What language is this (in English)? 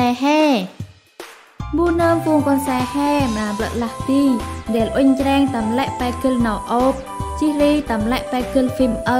Central Mnong